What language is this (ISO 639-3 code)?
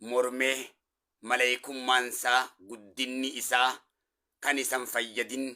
orm